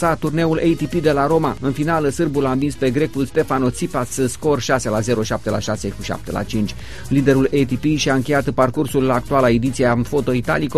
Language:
Romanian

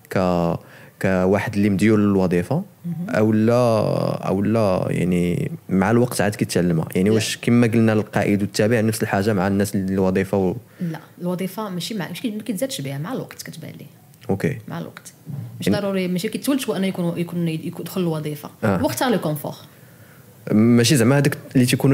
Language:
Moroccan Arabic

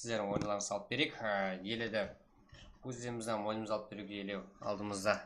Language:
Kara-Kalpak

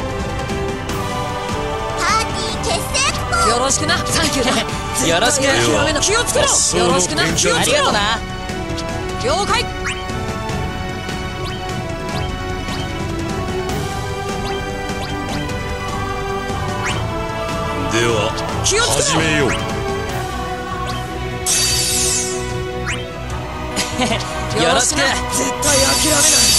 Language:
Japanese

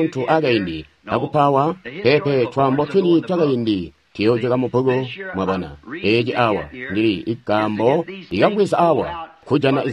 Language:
Tonga (Zambia)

